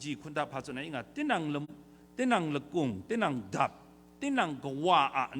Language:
Kachin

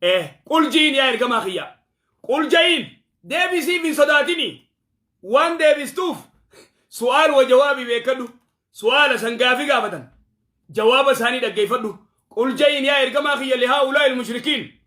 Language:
Oromo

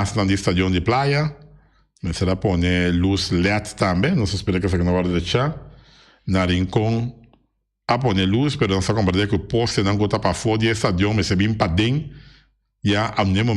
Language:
Papiamento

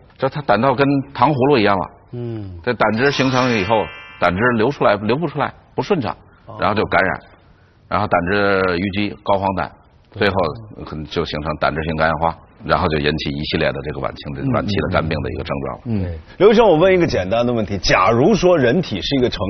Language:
Chinese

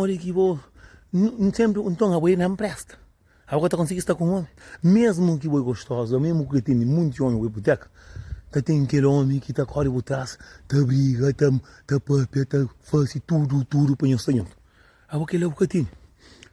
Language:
Kabuverdianu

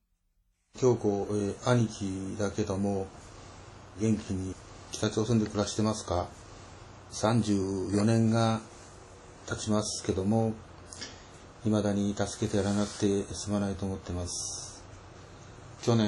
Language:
Japanese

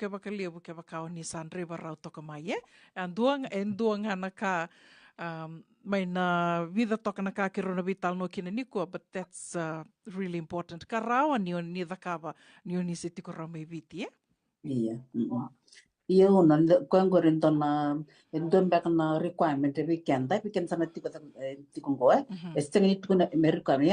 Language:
Fijian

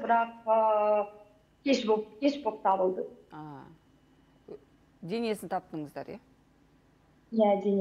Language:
Kazakh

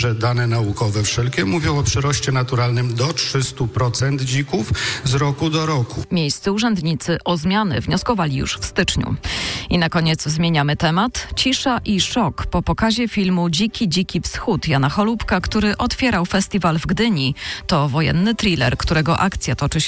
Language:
Polish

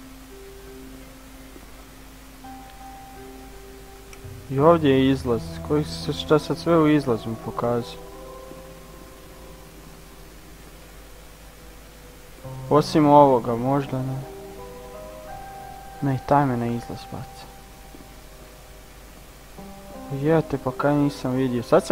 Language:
Croatian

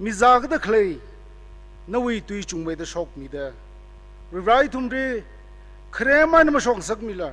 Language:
Tangkhul Naga (India)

